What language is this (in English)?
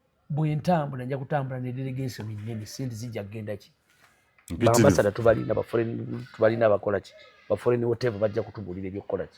Ganda